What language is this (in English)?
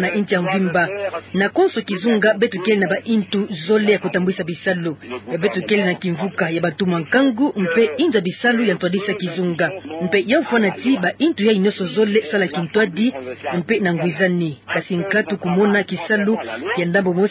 Kituba (Democratic Republic of Congo)